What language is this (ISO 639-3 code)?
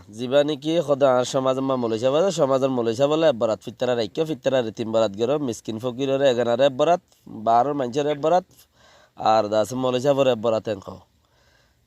rhg